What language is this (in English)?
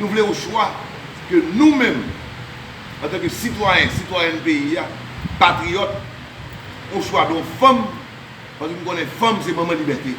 Haitian Creole